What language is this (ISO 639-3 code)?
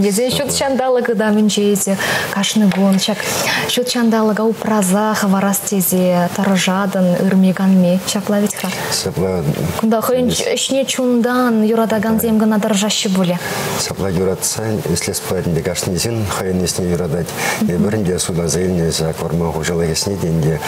chv